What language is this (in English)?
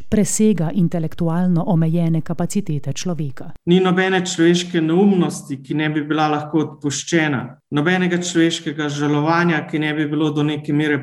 Slovenian